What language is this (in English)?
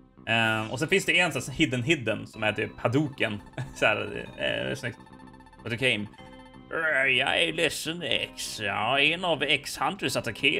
Swedish